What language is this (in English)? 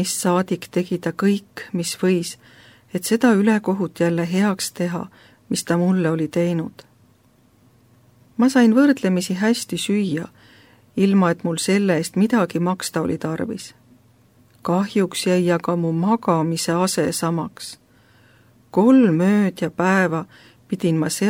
Estonian